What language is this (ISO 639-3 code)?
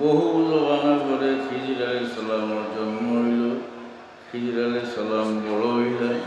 syl